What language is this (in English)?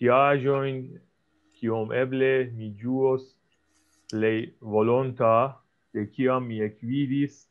Esperanto